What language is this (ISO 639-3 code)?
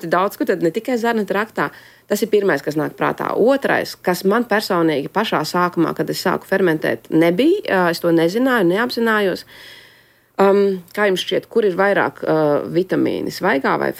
lav